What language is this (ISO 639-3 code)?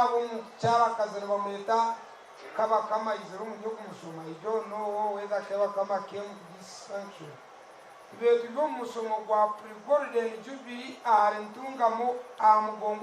nyn